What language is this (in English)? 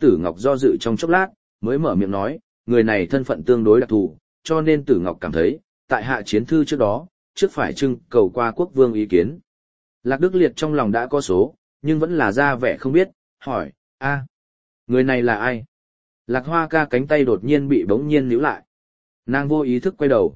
Vietnamese